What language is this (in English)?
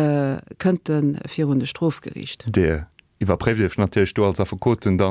Luxembourgish